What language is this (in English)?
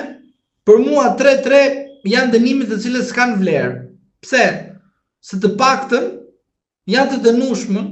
Albanian